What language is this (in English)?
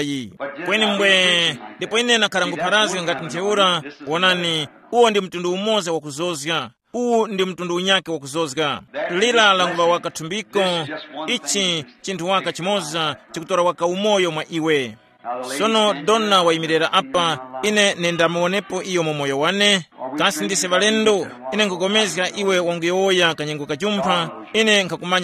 Tumbuka